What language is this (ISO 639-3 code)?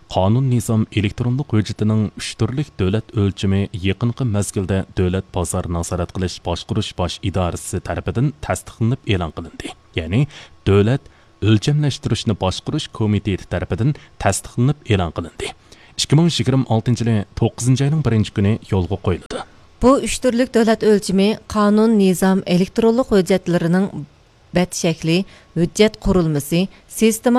uig